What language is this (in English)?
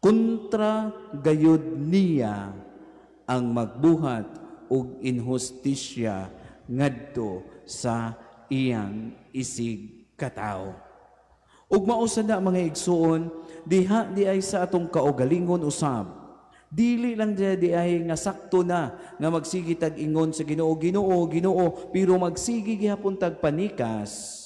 Cebuano